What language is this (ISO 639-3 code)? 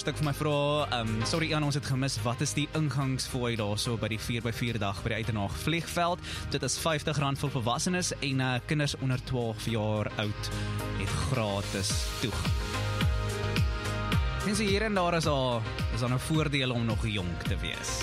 afr